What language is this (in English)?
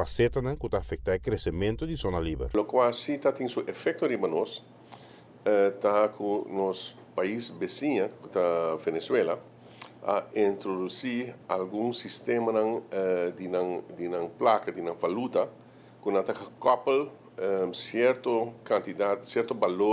Papiamento